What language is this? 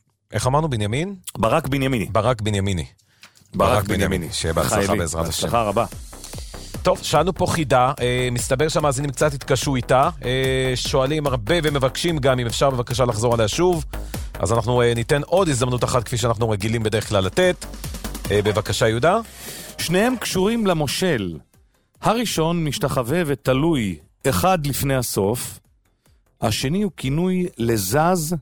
Hebrew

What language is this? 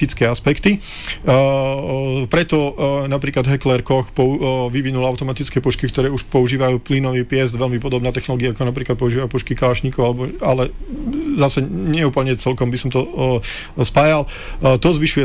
Slovak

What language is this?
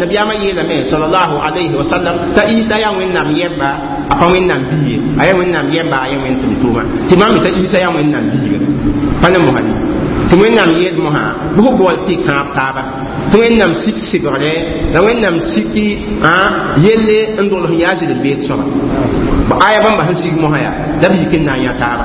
Mossi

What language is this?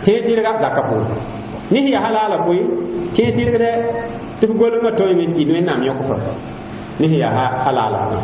Mossi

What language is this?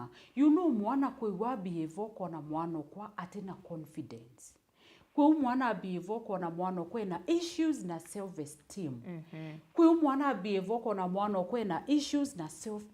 Meru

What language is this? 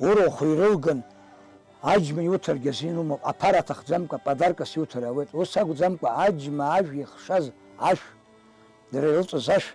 Abkhazian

